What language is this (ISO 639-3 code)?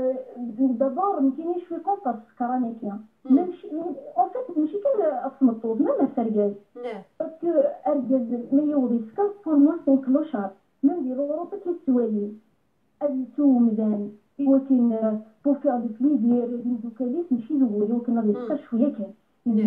kab